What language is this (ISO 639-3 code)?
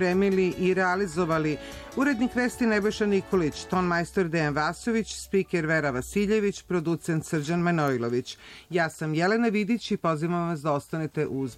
srp